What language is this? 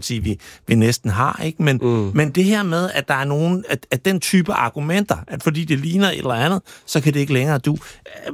Danish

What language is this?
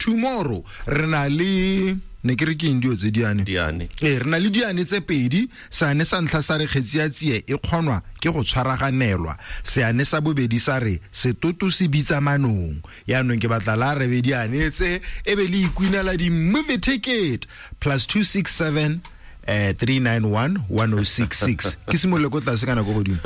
Tswana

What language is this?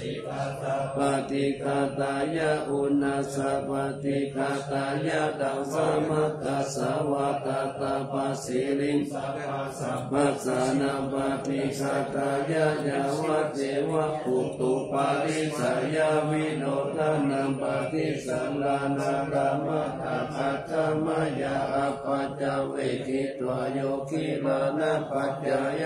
Pali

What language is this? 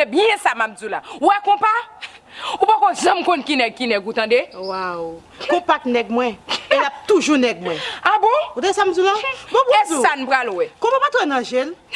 Haitian Creole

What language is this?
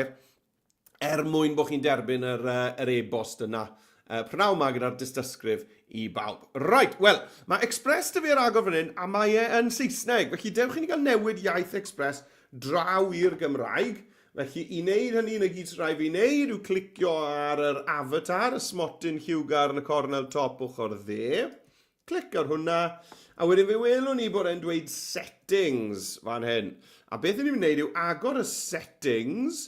Welsh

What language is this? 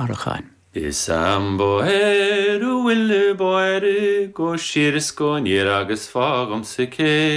Irish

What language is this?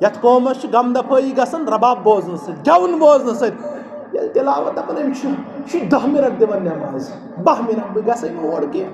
Kashmiri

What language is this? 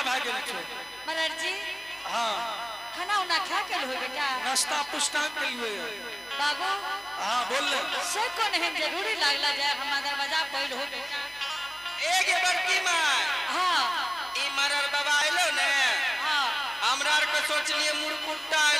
Angika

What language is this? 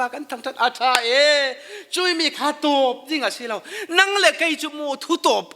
Falam Chin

